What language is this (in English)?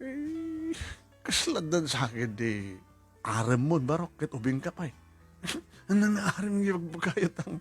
Iloko